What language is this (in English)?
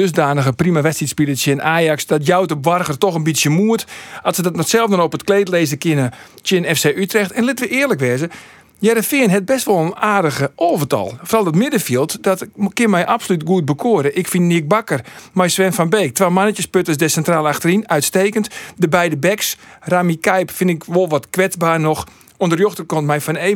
Western Frisian